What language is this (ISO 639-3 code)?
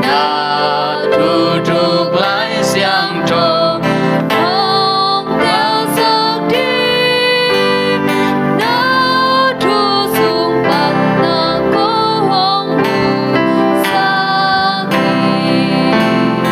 ctd